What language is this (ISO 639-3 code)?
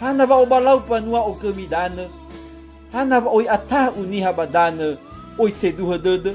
nia